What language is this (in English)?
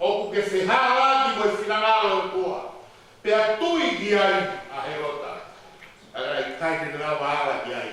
Tongan